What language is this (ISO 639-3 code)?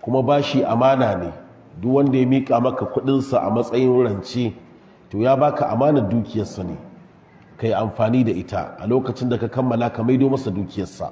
hau